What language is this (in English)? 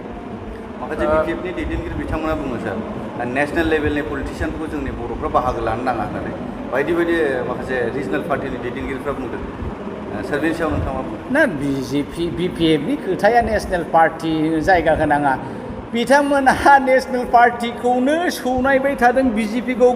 Bodo